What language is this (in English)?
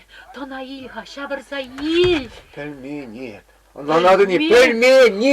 Chuvash